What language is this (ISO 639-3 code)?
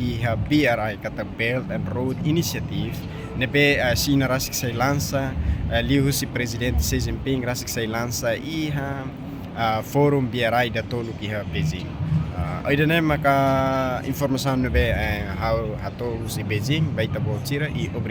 tet